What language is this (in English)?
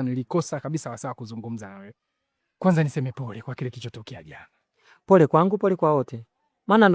Swahili